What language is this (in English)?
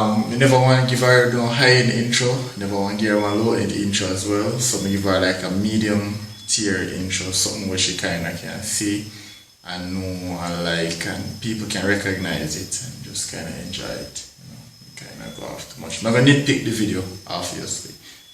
Jamaican Creole English